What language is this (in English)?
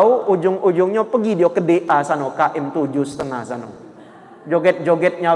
Musi